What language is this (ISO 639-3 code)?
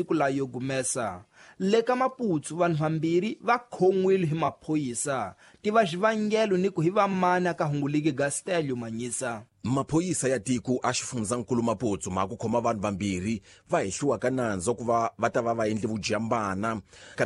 tso